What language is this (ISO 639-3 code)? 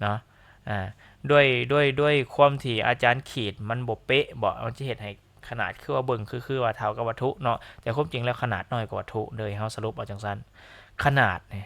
lao